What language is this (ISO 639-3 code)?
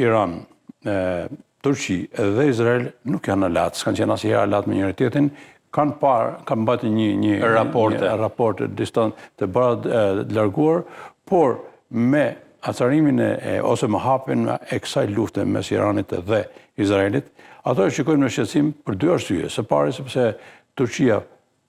sqi